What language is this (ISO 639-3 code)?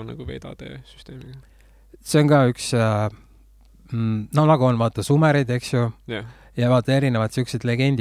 est